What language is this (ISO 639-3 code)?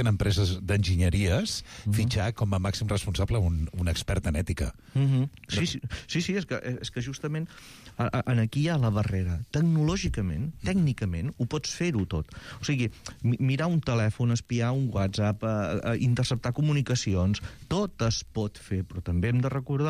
cat